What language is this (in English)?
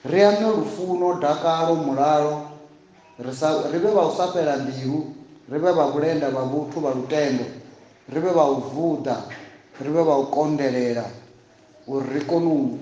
Venda